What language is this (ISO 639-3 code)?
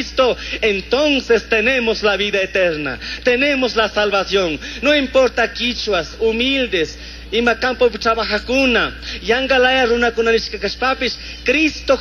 qug